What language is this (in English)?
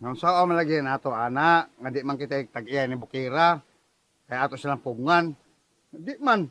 Cebuano